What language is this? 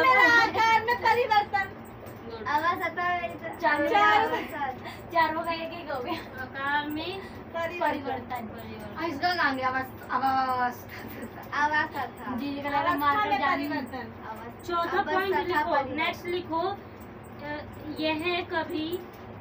Hindi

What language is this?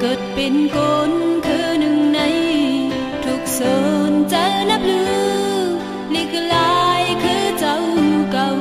Shan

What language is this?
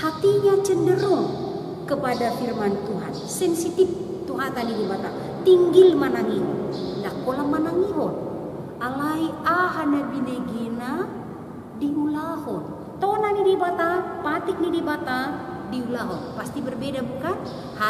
Batak Toba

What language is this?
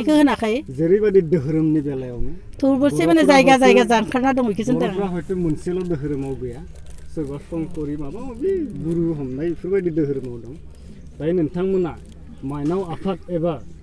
Bodo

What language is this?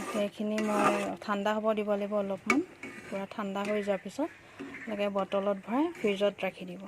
Assamese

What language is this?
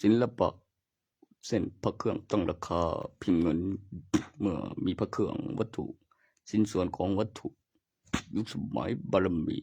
Lao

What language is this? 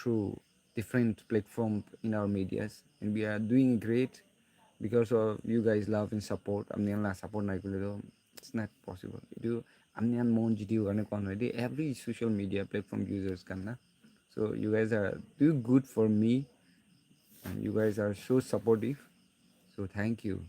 Naga Pidgin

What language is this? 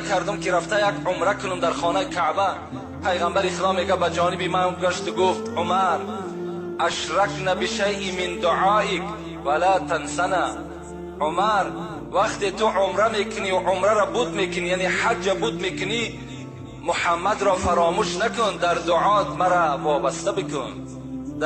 Tajik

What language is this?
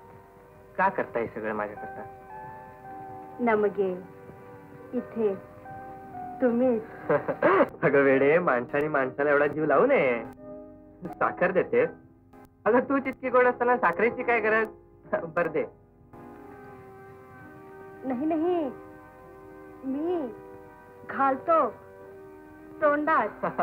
Marathi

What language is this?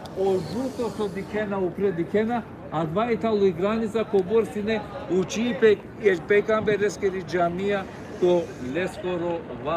Balkan Romani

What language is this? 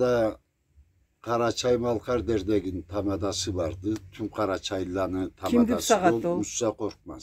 Karachay-Balkar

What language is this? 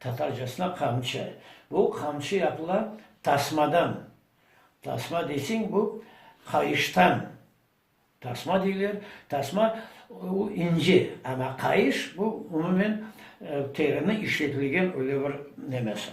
Crimean Tatar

